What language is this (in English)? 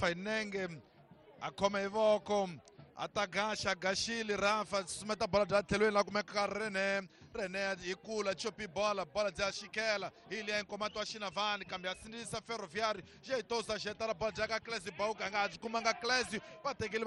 Tsonga